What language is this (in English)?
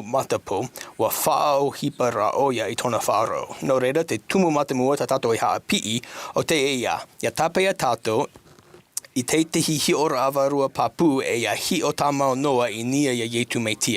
Tahitian